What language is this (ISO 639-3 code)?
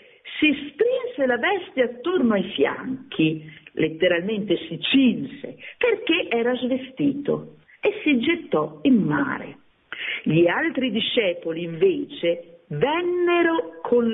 ita